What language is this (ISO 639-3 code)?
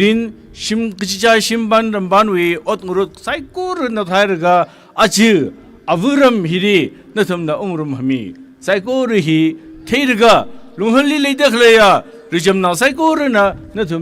nmf